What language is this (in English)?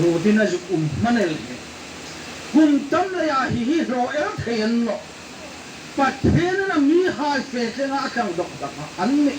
Hmar